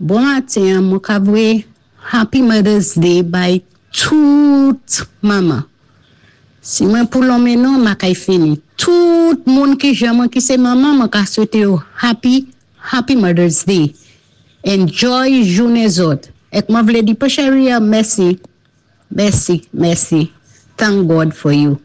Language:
Saint Lucian Creole French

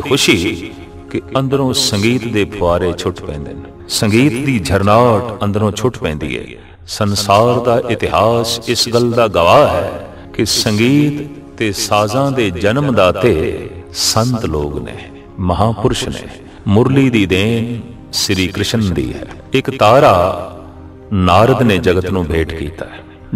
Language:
Punjabi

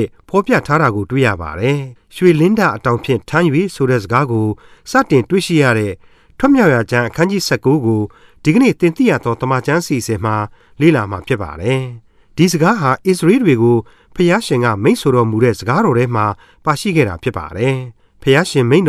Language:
Burmese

